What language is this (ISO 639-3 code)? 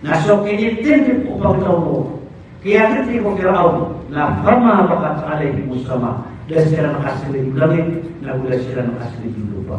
mrw